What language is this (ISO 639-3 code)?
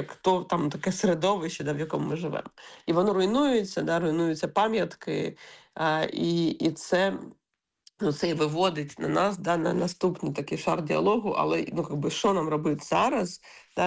ukr